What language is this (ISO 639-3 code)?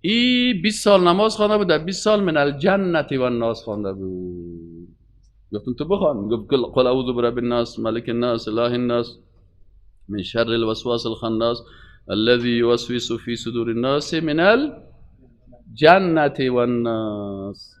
fas